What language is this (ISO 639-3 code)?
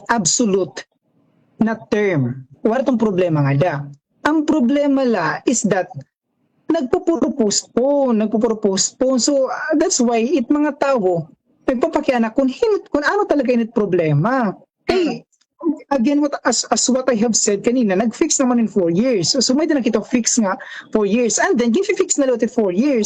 war